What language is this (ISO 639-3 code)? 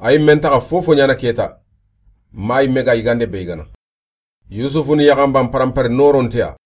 snk